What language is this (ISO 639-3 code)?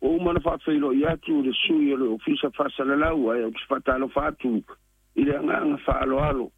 smo